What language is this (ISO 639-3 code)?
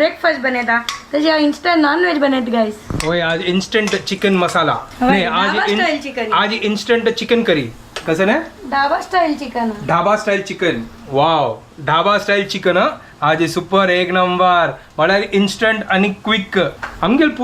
kok